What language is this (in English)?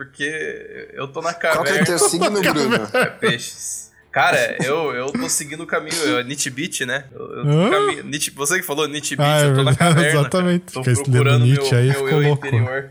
Portuguese